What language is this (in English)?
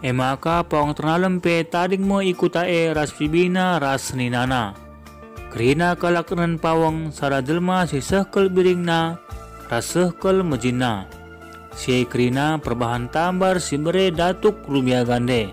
Batak Karo